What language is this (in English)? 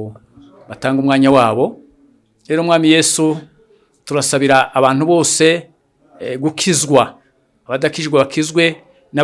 Kinyarwanda